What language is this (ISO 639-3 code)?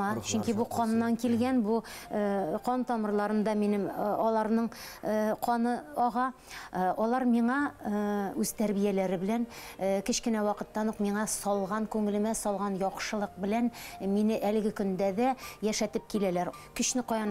bak